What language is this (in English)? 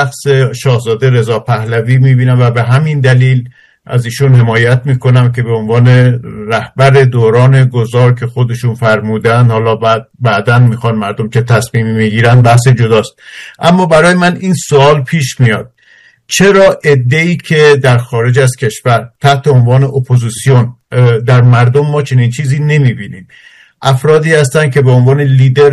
Persian